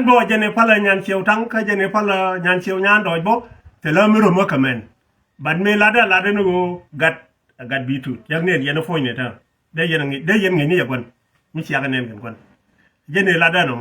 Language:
Nuer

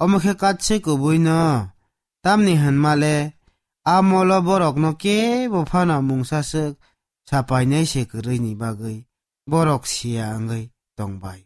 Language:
Kok Borok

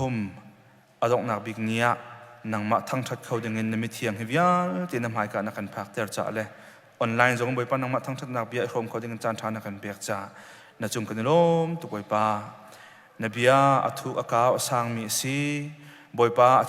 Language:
Hakha Chin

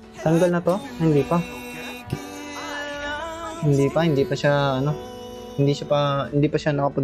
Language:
Filipino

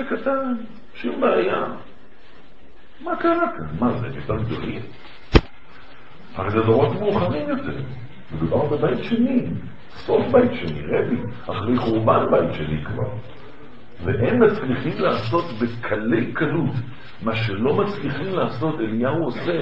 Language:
Hebrew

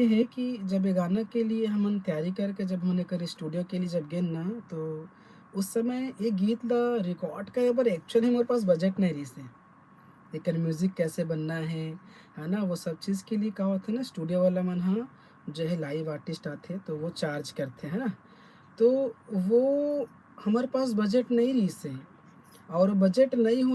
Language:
Chhattisgarhi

